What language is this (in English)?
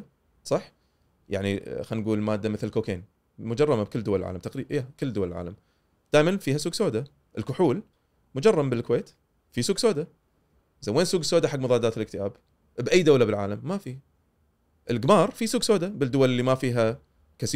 Gulf Arabic